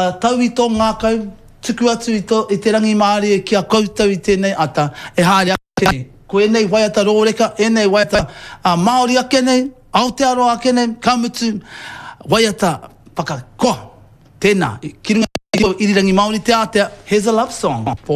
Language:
Māori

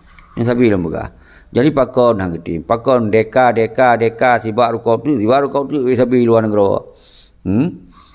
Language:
Achinese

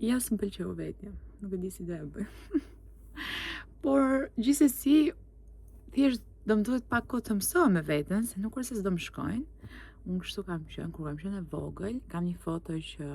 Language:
Albanian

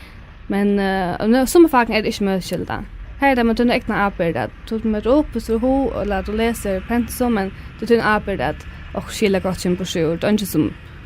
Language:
Faroese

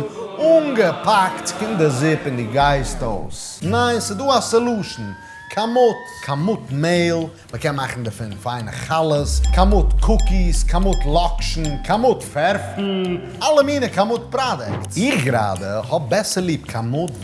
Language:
Yiddish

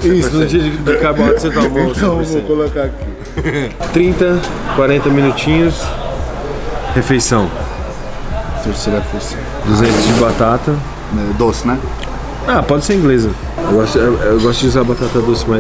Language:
Portuguese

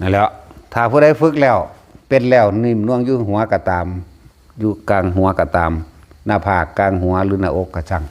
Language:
Northeastern Thai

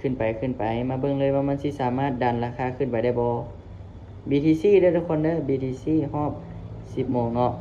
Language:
Lao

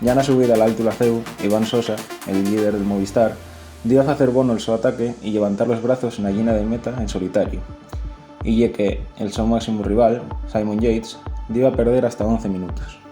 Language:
Asturian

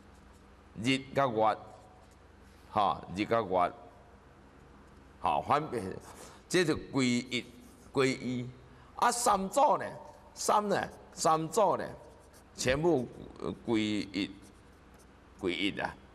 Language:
Chinese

